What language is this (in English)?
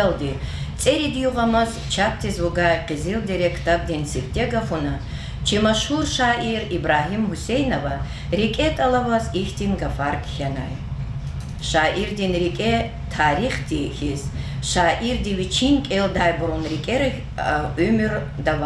Lezghian